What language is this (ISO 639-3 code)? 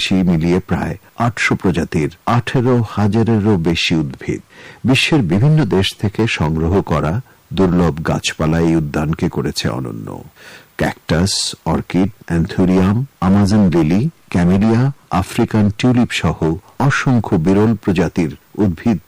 ben